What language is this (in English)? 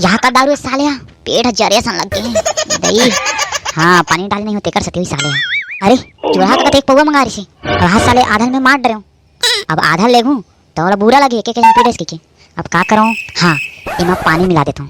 Chhattisgarhi